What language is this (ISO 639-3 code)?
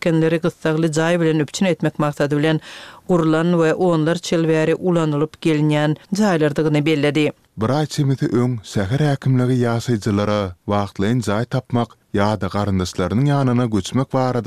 tuk